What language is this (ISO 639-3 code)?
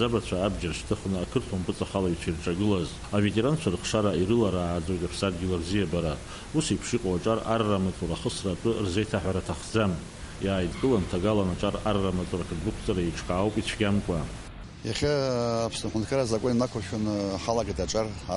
abk